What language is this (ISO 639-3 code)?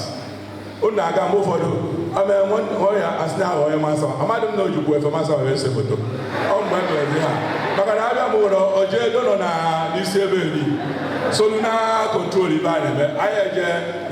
ibo